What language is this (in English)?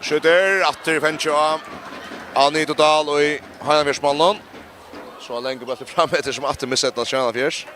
Faroese